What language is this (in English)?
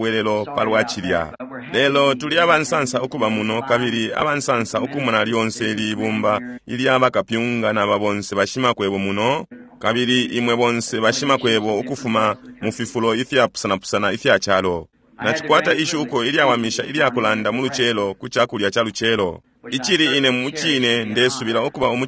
Bemba